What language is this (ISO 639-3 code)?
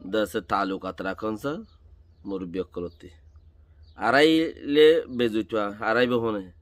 rhg